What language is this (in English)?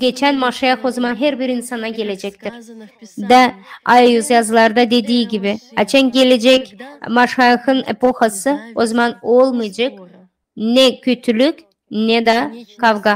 Gagauz